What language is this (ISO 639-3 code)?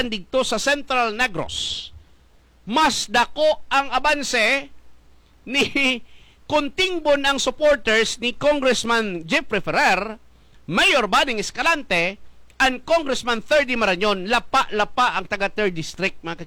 hil